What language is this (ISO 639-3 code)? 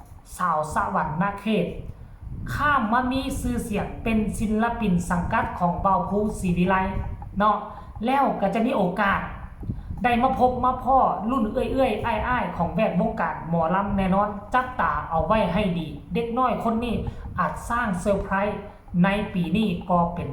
tts